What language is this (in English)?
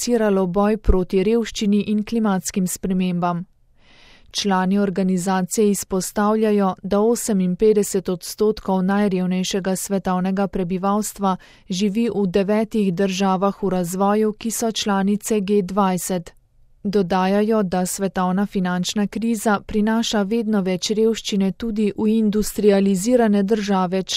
Slovenian